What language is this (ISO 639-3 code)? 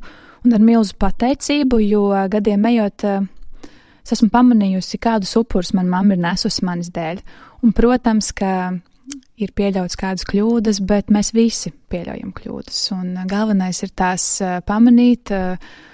lav